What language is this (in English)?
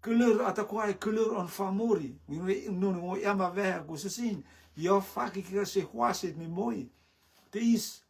Rotuman